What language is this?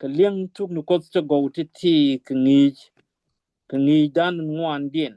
Nuer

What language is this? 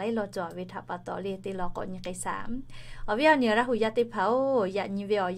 Lahu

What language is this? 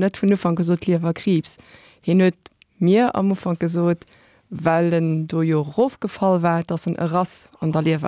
Luxembourgish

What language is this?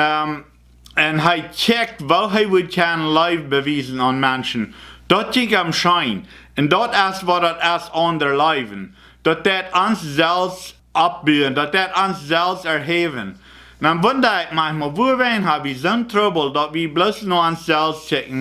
Plautdietsch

